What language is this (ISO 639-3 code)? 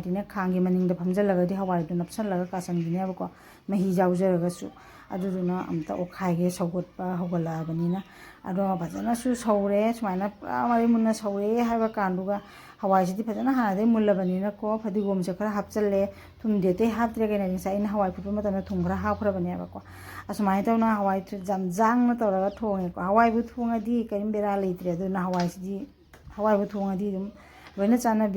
mni